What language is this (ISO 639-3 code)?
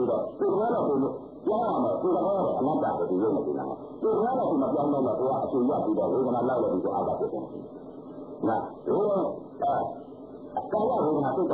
mya